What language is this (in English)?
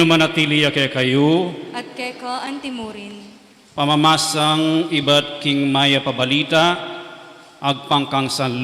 Pampanga